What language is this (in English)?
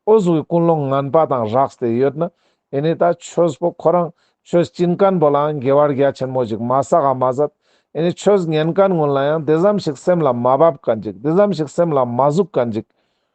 Ladakhi